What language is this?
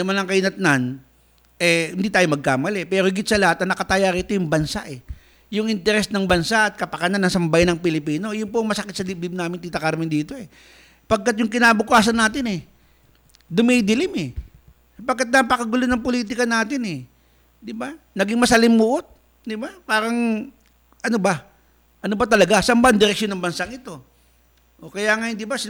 Filipino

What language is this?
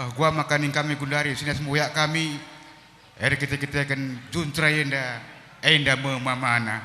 Batak Karo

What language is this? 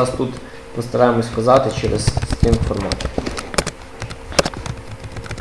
Ukrainian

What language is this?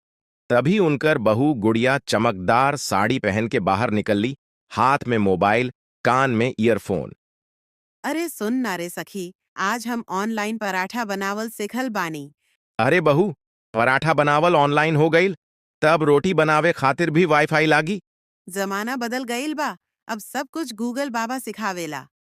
Bhojpuri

